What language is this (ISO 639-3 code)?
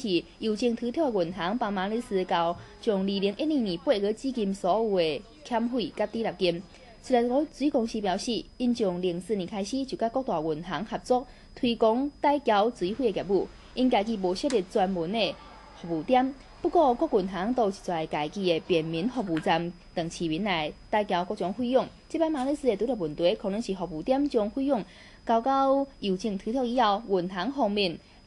nan